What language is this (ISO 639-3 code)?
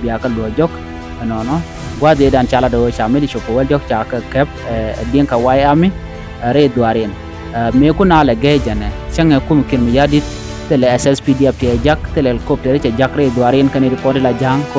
nus